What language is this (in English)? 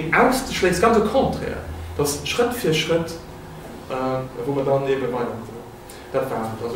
Luxembourgish